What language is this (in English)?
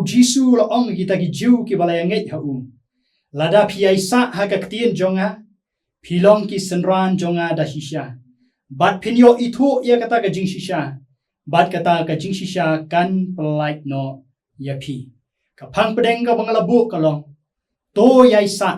Khasi